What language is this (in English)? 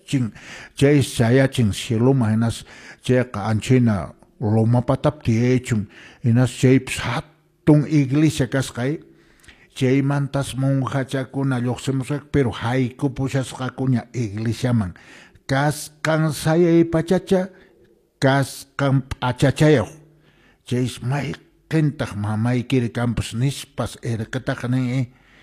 Quechua